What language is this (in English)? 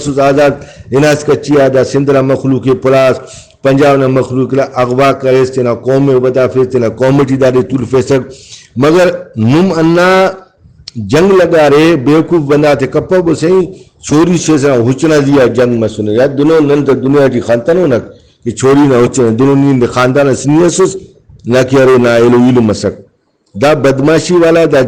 Brahui